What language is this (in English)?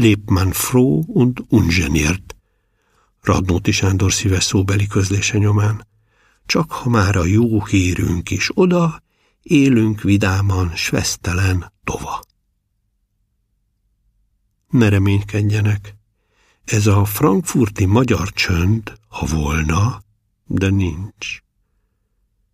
Hungarian